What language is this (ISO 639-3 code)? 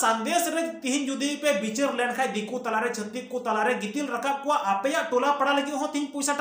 sat